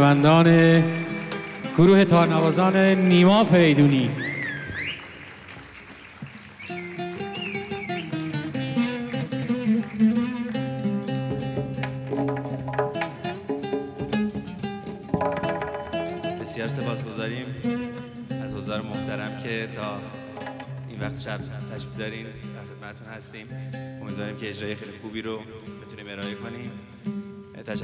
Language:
Persian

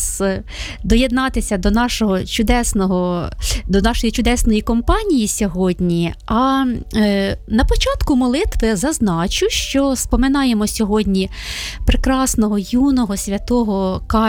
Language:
Ukrainian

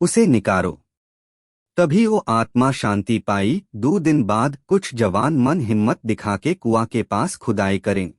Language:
Chhattisgarhi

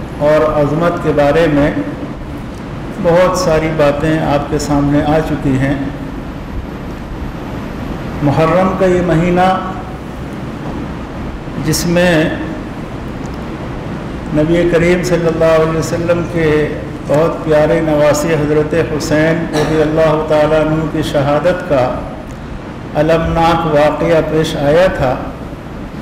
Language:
Urdu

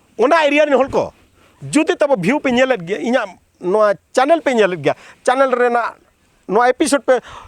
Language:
Santali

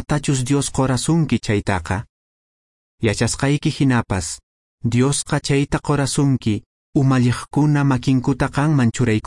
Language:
Quechua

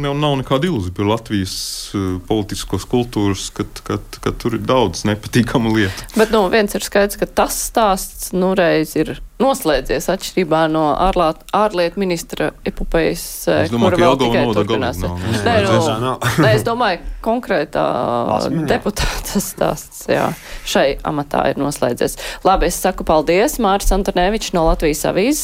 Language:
Latvian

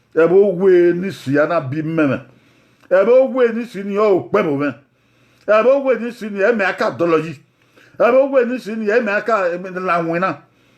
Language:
Bini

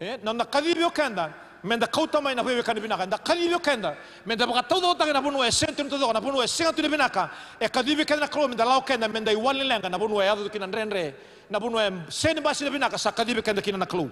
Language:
Fijian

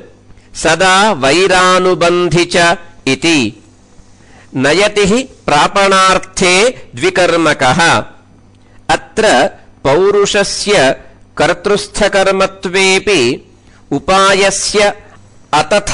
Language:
Sanskrit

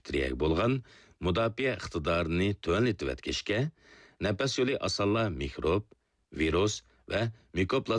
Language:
Uyghur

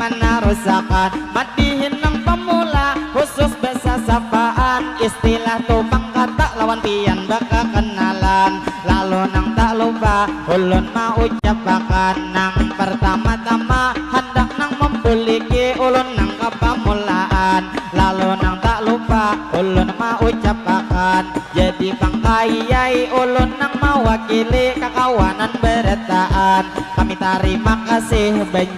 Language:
Banjar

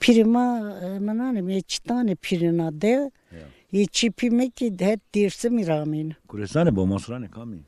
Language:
Zaza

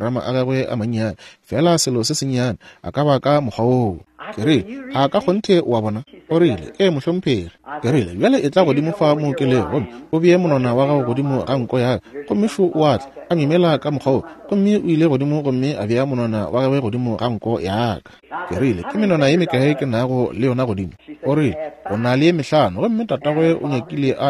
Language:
Northern Sotho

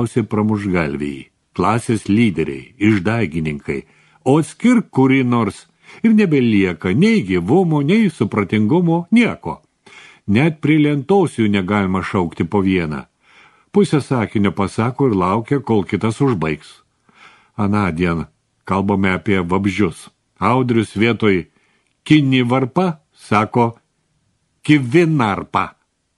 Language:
Lithuanian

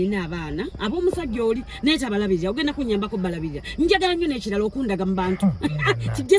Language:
Ganda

